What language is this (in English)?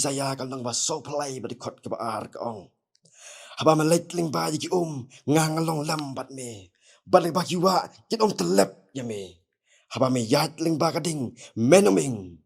Khasi